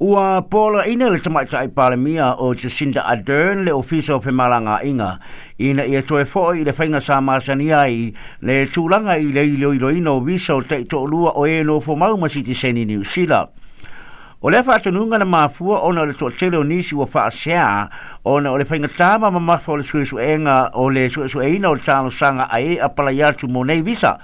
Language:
Samoan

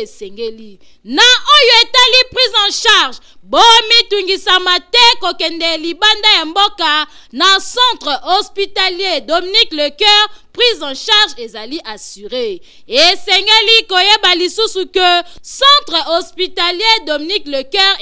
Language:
Lingala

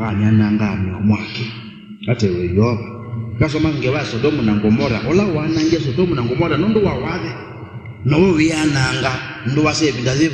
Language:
Kamba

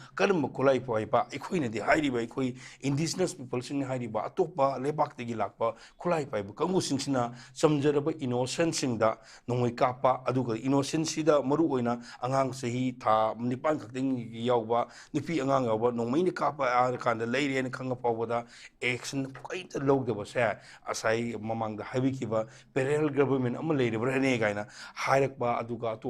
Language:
Manipuri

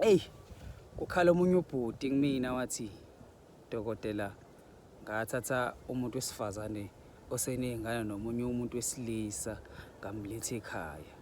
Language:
Zulu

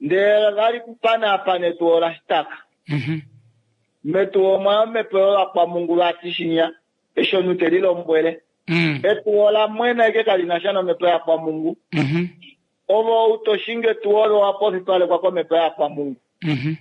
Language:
Kuanyama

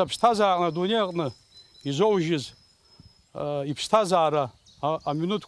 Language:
Abkhazian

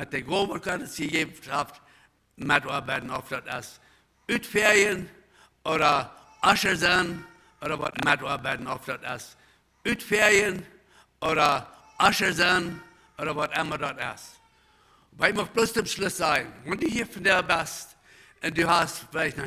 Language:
Plautdietsch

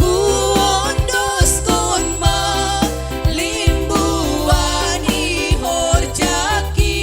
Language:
Batak Simalungun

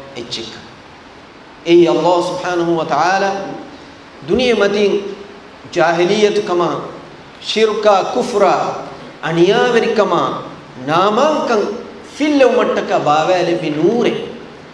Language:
Divehi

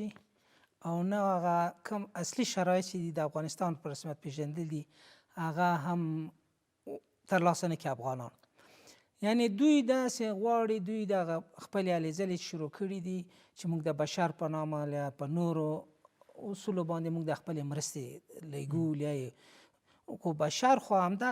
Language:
Pashto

